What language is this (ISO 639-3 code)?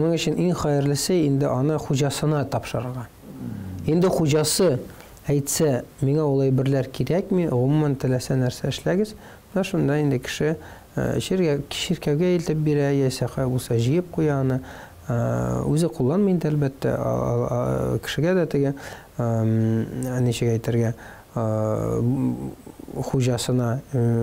tat